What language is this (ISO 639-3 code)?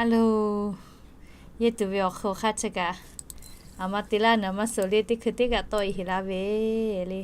lhu